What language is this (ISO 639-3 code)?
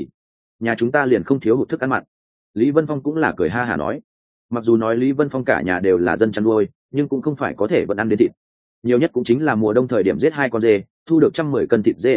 vie